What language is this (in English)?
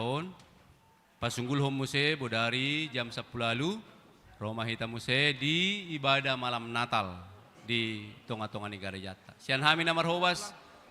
Batak Toba